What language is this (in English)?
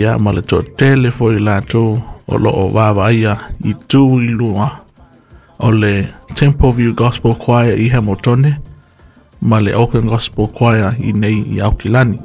Samoan